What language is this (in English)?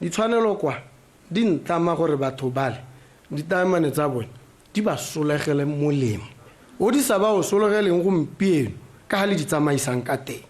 Tswana